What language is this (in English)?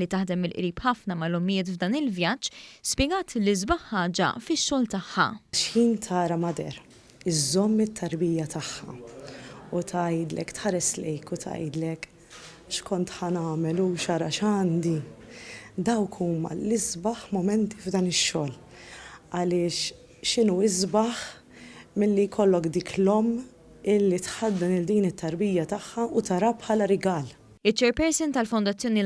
Maltese